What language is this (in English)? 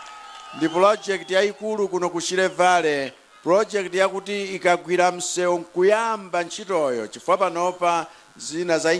Nyanja